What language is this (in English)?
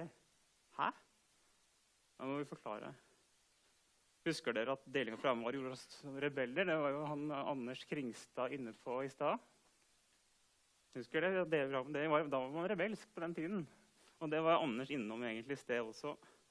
Norwegian